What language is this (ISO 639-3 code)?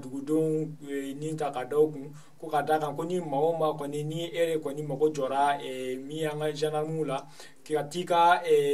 bam